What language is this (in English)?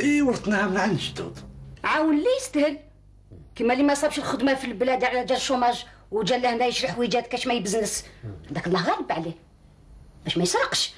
Algerian Arabic